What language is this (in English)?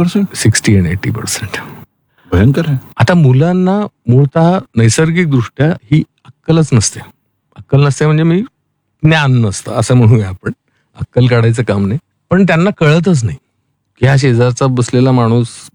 Marathi